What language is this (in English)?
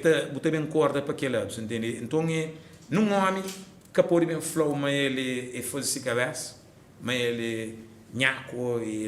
Kabuverdianu